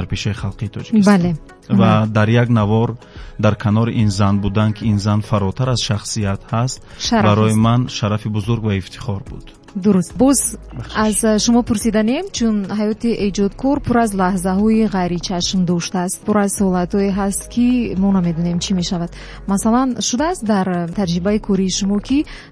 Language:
Tajik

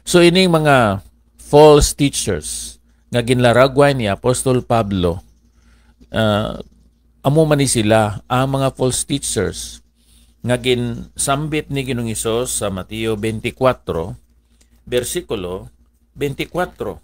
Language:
Hiligaynon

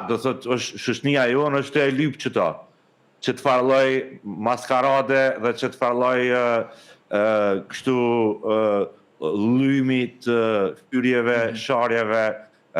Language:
Albanian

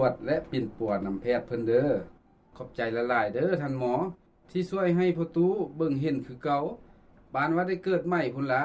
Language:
Lao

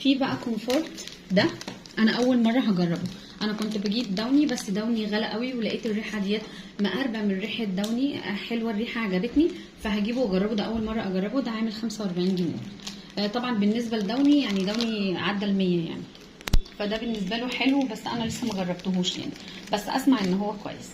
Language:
Egyptian Arabic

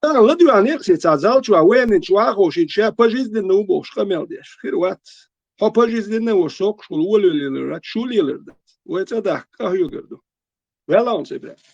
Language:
Chechen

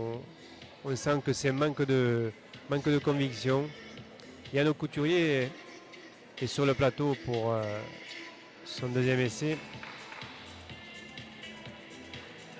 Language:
French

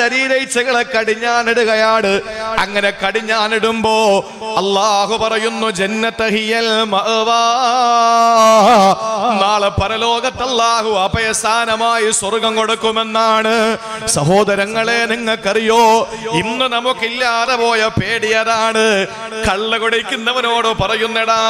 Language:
Malayalam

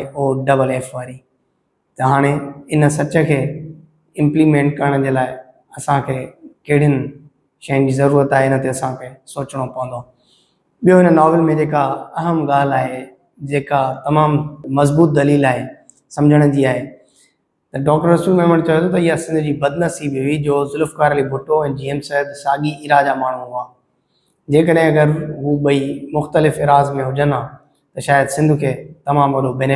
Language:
Sindhi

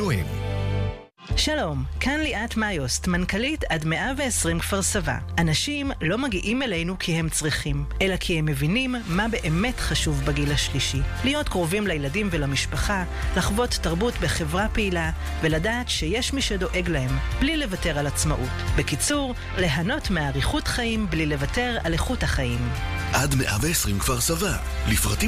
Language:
Hebrew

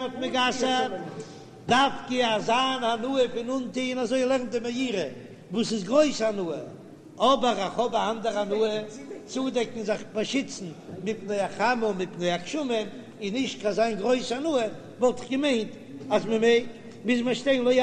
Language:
Yiddish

